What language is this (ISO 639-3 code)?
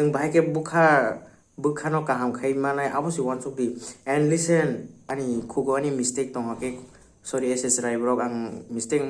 trp